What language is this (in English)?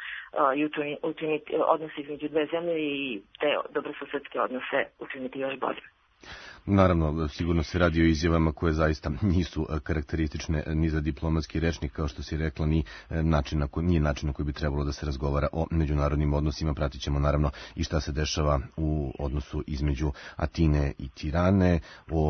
Serbian